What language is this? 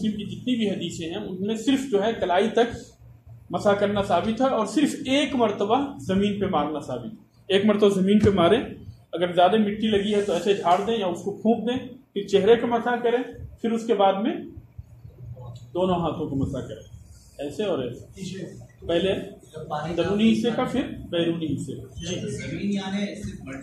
Urdu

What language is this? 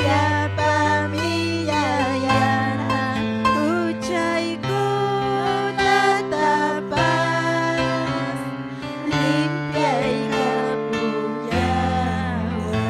Ayacucho Quechua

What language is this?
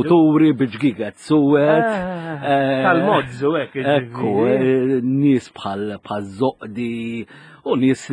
Maltese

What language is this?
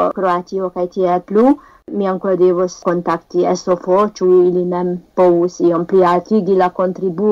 Esperanto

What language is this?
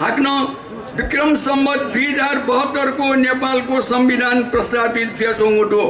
Newari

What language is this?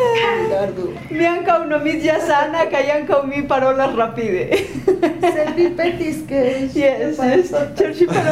Esperanto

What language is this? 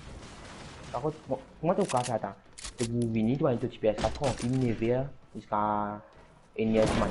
Morisyen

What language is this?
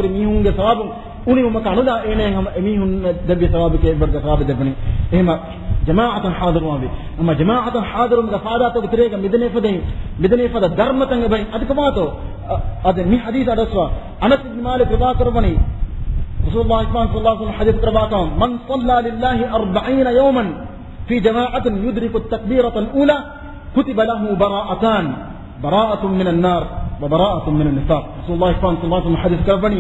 Divehi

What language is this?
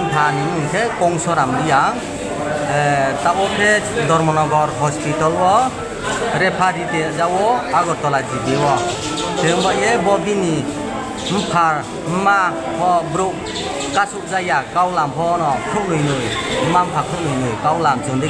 Riang (India)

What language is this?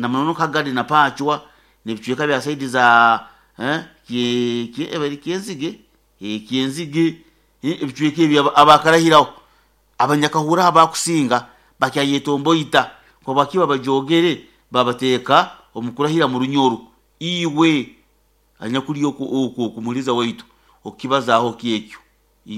Nyankole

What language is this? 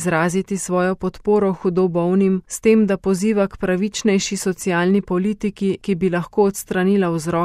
Slovenian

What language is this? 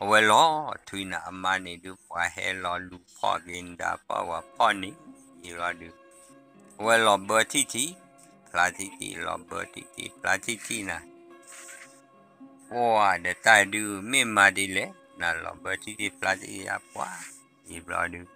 S'gaw Karen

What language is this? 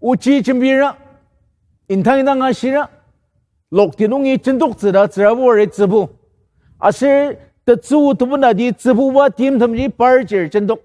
Ao Naga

